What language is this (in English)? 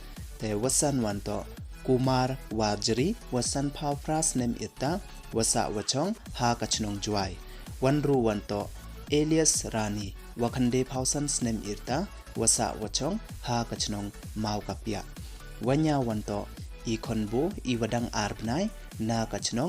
Pnar